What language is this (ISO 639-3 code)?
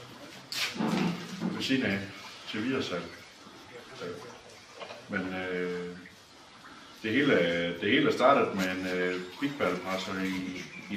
dan